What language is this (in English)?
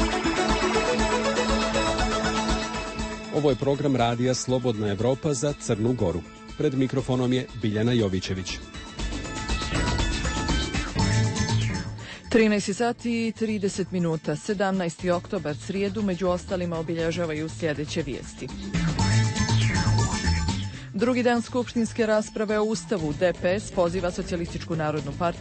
Serbian